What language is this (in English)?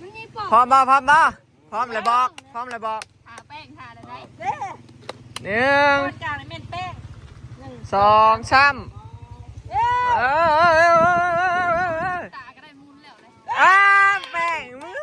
Northeastern Thai